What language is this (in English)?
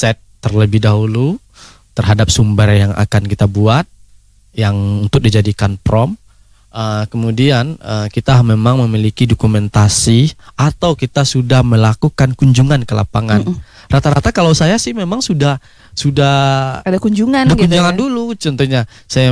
Indonesian